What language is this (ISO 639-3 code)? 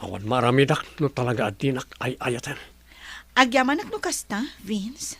ilo